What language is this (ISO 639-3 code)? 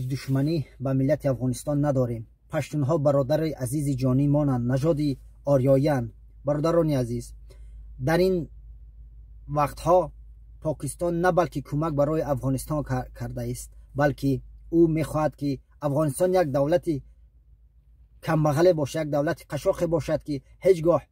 fas